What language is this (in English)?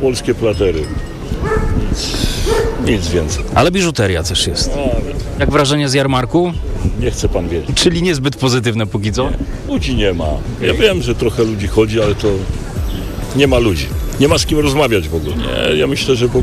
Polish